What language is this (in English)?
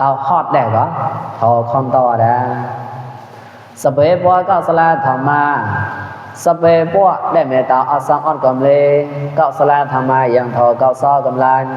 Mon